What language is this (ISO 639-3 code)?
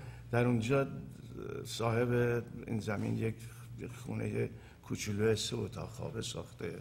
fas